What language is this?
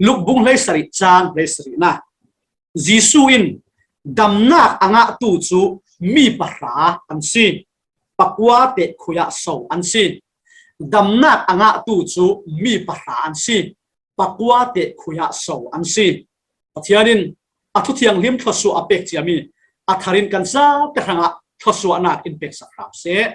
Falam Chin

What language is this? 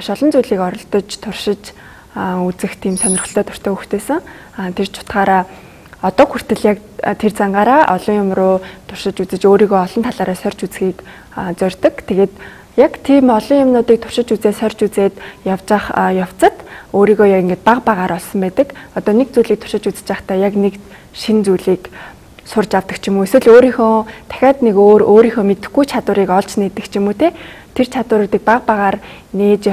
Mongolian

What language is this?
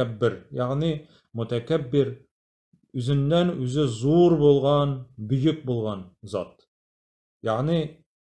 Tatar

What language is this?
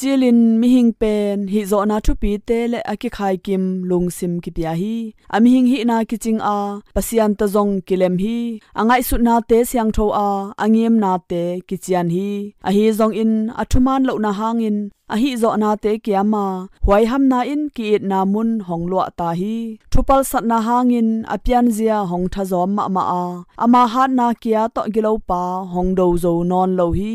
Tedim Chin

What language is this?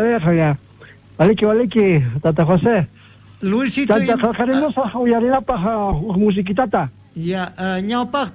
South Bolivian Quechua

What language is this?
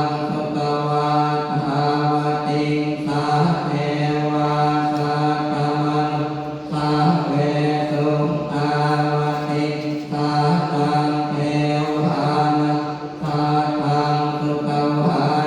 Pali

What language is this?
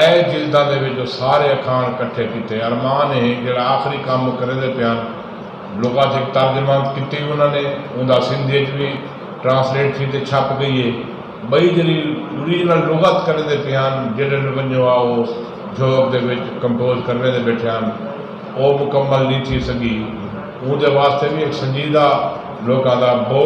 Saraiki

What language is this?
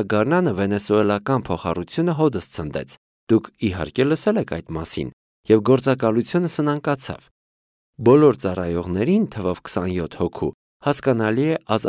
Armenian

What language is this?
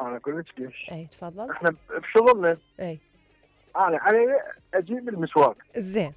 Mesopotamian Arabic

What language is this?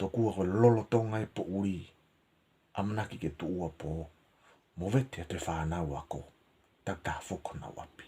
Tongan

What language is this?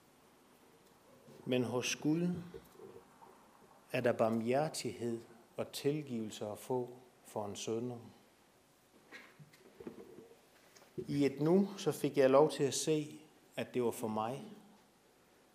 Danish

